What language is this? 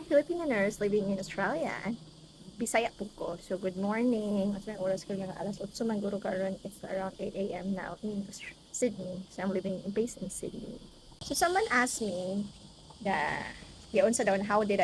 Cebuano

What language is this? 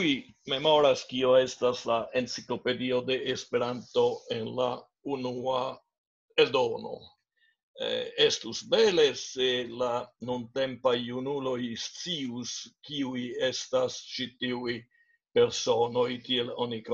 Esperanto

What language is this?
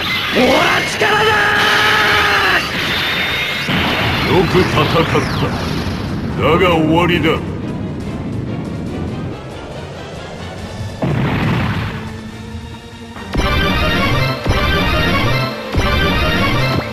Japanese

